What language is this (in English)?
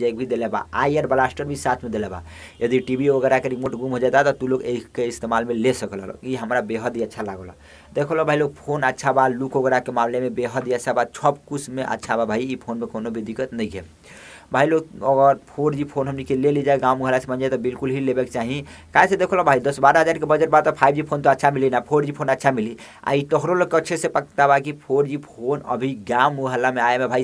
Bhojpuri